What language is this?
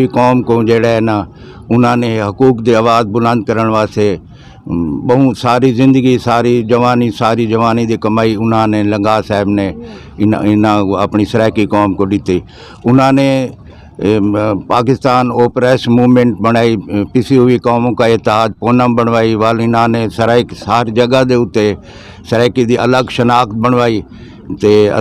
Saraiki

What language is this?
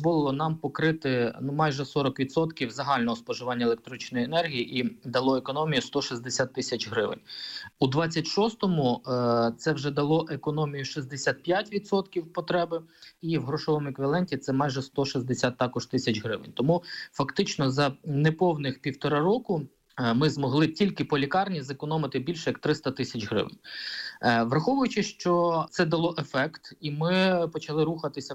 Ukrainian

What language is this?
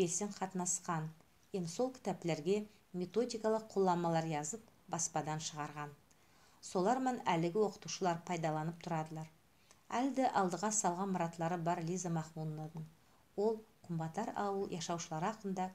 Nogai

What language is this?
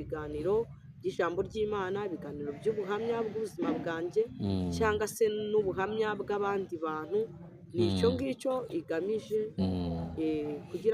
Kinyarwanda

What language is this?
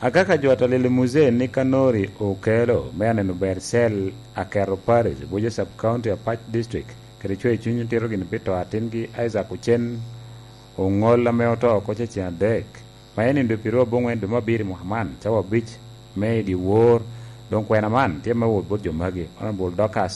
Lango (Uganda)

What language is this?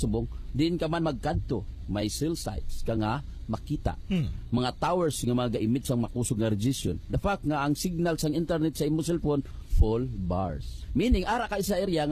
Hiligaynon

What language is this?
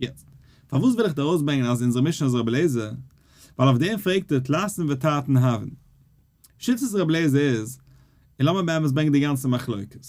Yiddish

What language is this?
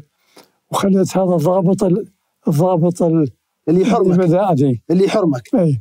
Mesopotamian Arabic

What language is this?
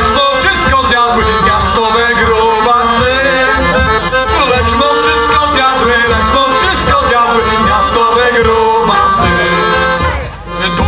Polish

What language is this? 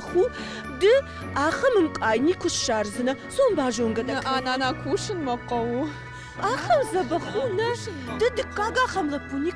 Ossetic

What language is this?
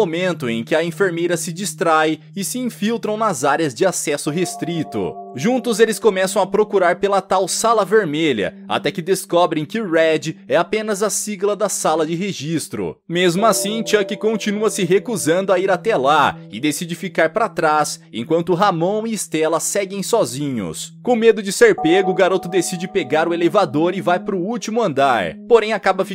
Portuguese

